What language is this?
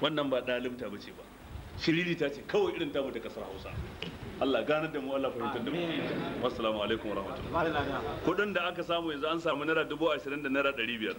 Hausa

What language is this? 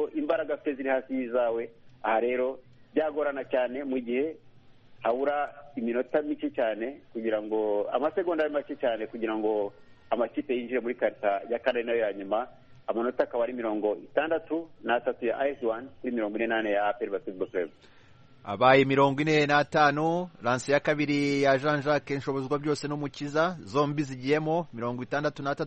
Kinyarwanda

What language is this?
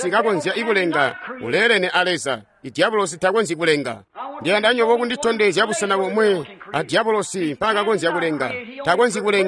Tonga (Zambia)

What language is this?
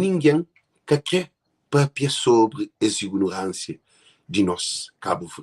Kabuverdianu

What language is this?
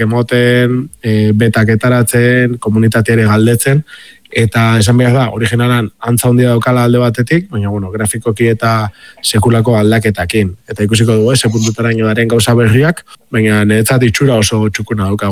Basque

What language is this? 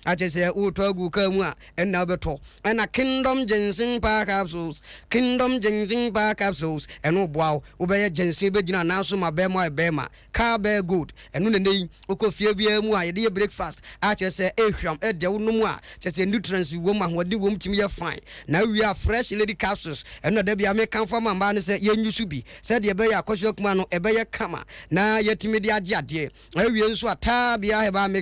Akan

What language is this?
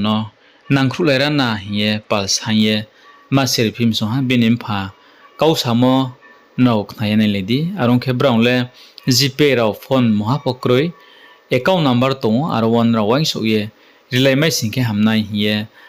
Riang (India)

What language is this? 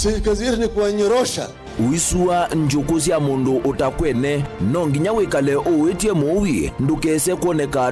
Kamba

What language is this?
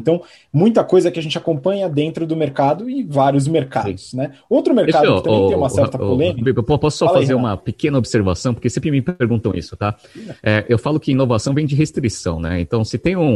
Portuguese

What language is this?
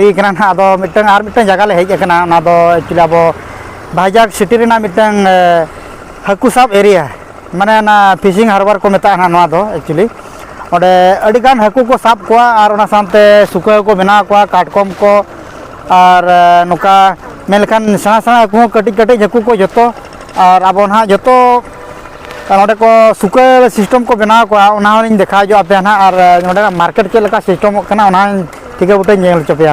Santali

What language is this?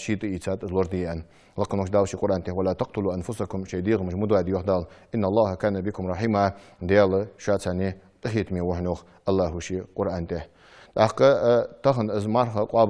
Ingush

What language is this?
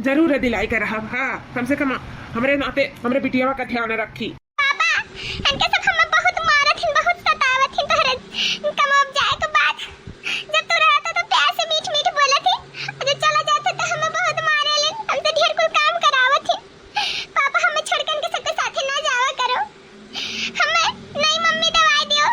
Awadhi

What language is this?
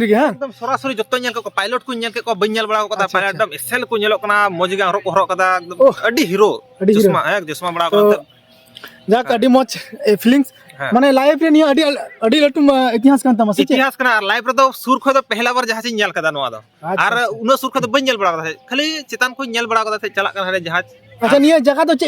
Santali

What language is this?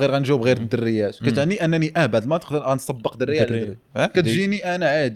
Moroccan Arabic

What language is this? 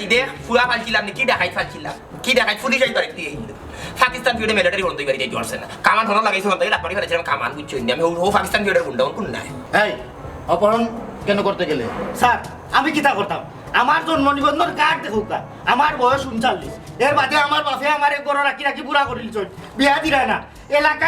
Sylheti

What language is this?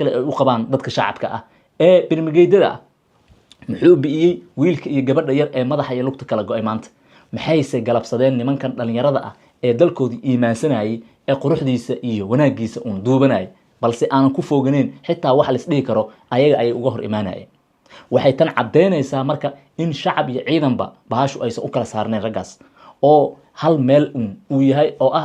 Somali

